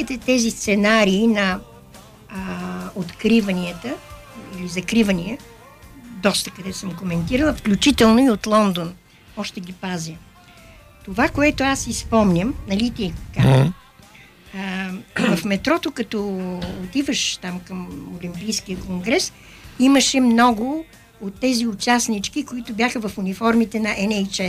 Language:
Bulgarian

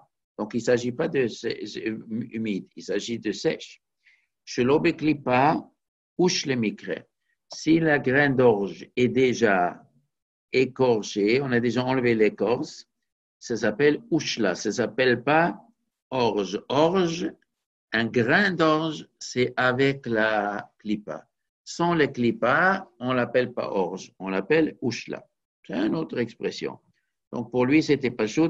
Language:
French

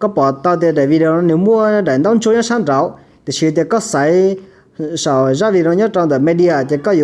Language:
Hmong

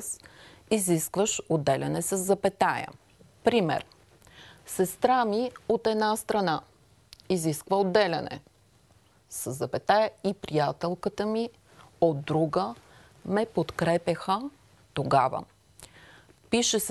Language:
Bulgarian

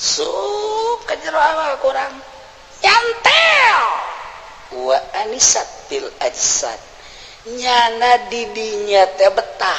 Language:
Sundanese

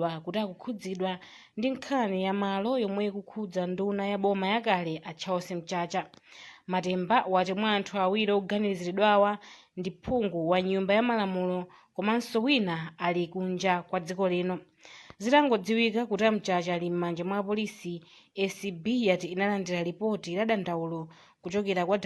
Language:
Nyanja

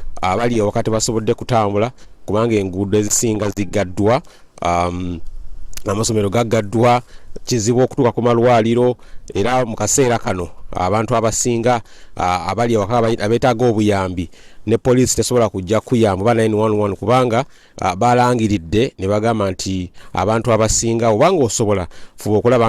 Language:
Ganda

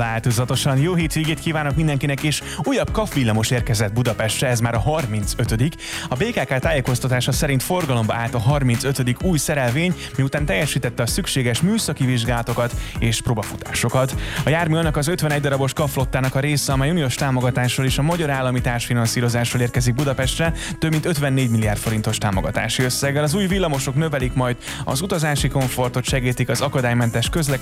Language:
Hungarian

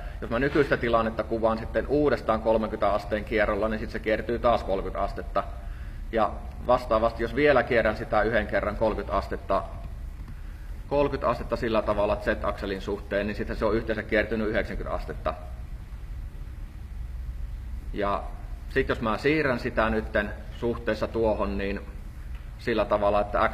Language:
Finnish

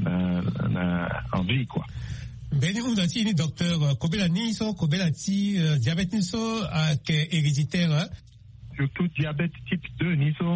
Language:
Sango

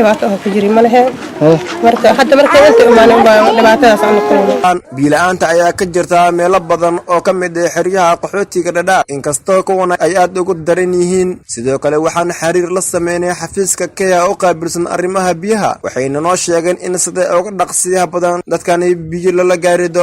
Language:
Somali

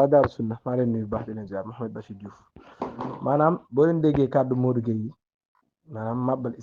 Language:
Wolof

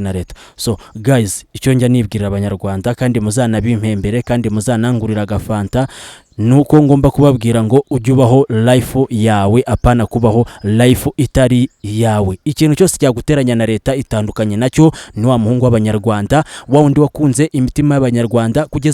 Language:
Kinyarwanda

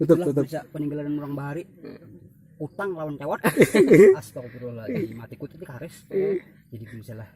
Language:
Banjar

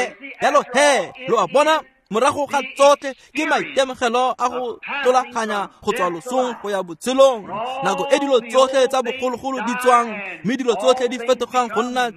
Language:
Tswana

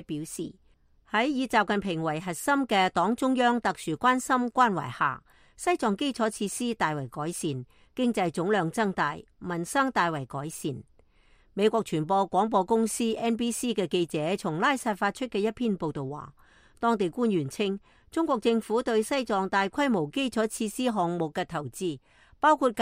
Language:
Cantonese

